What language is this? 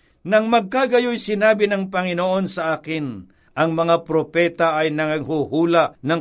Filipino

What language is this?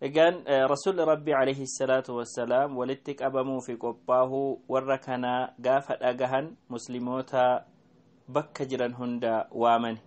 Oromo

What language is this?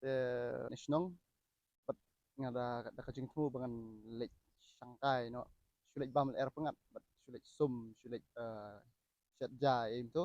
Khasi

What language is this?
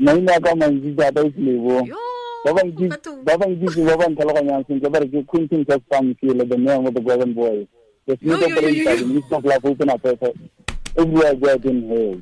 Tswana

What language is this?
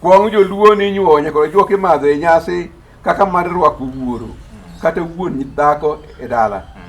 Luo (Kenya and Tanzania)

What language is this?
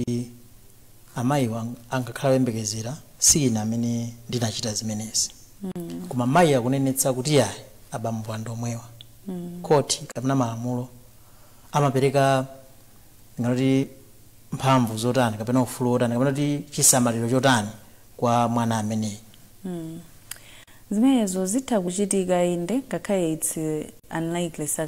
Nyanja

